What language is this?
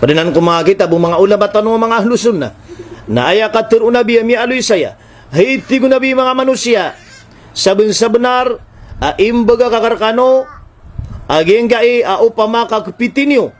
Maranao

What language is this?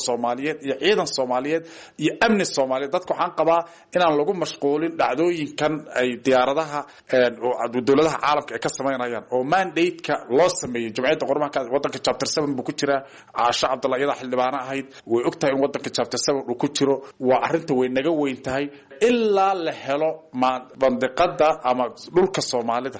Somali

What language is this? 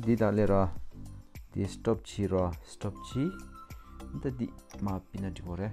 Tibetan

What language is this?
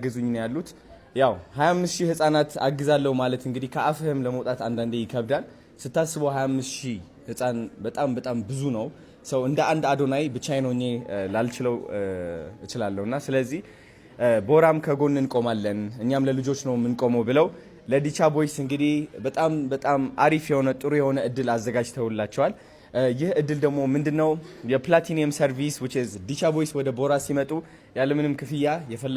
Amharic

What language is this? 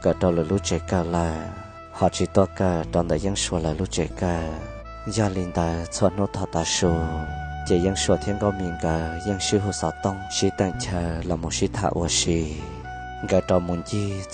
Hmong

